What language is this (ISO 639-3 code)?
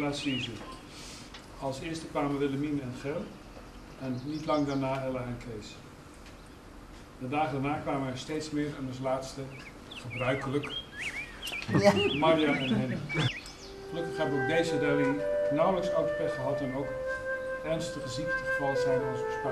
nld